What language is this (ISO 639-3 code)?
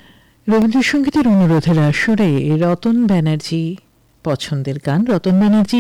ben